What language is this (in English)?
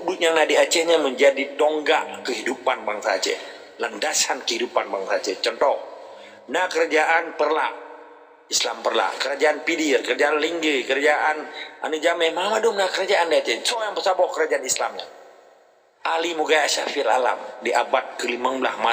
Achinese